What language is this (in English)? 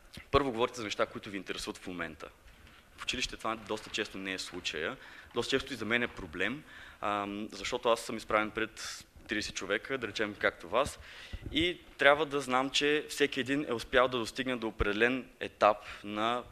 Bulgarian